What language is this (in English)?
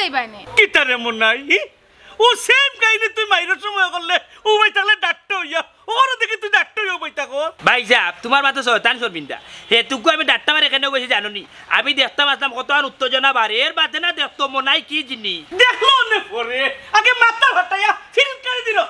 Sylheti